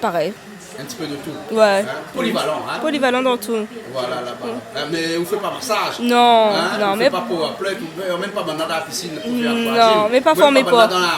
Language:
Réunion Creole French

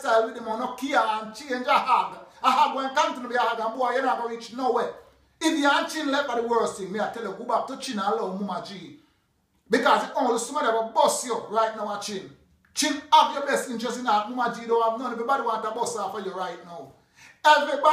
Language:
Jamaican Creole English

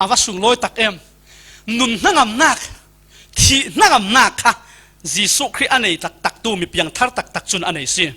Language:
Falam Chin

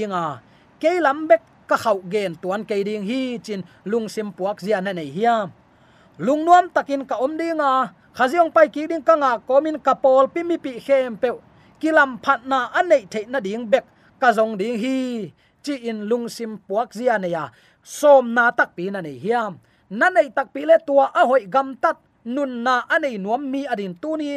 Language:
Tedim Chin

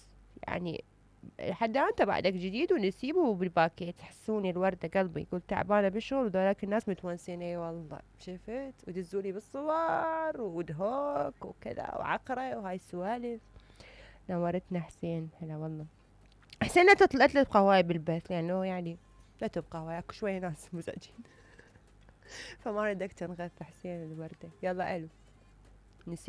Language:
Mesopotamian Arabic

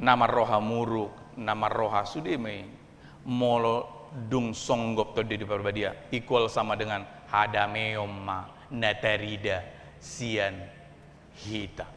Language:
Batak Toba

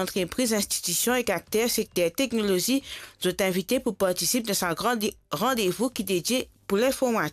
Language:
Morisyen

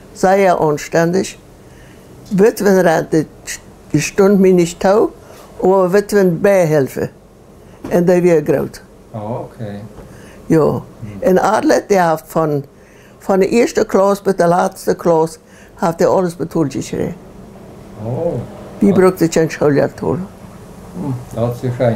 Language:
Plautdietsch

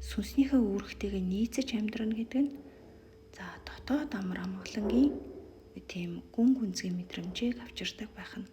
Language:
Mongolian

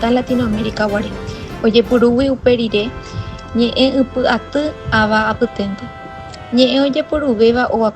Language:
Guarani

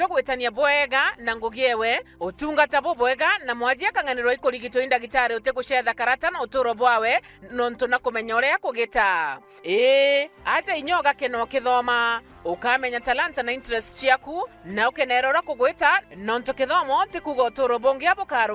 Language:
Meru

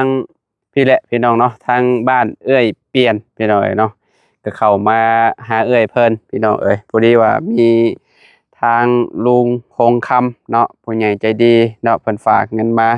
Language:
Lao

